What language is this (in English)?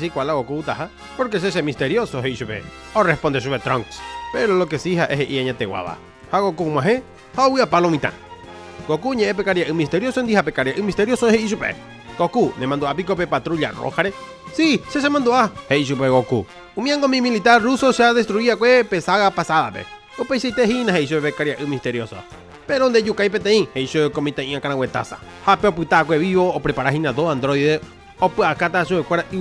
Guarani